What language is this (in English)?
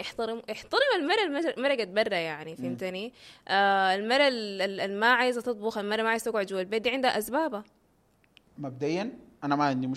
Sudanese Arabic